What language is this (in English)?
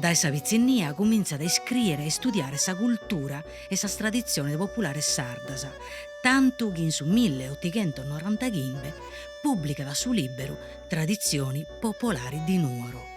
Sardinian